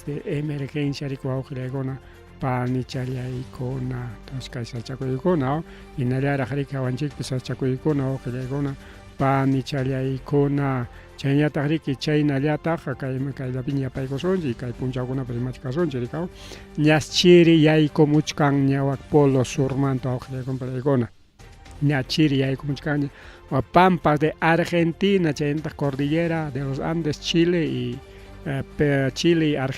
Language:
Ayacucho Quechua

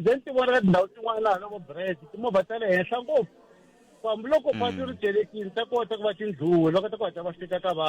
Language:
Tsonga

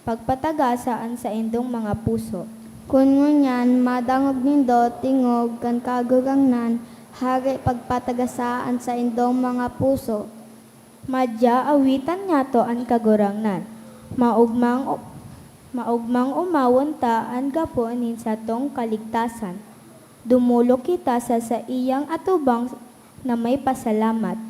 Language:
Bikol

